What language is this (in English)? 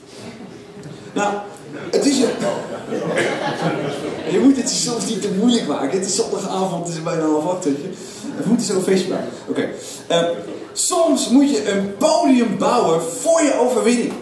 Dutch